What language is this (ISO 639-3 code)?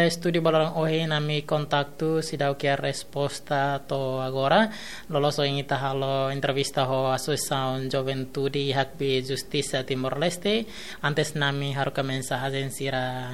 tet